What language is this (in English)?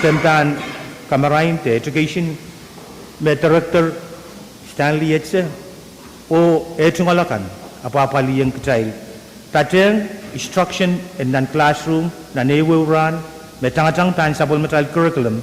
Pohnpeian